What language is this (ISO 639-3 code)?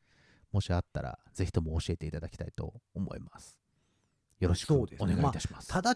jpn